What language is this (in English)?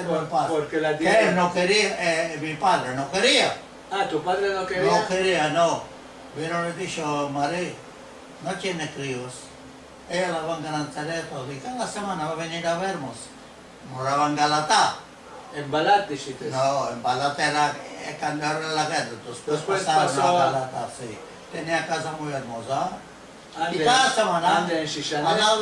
Ladino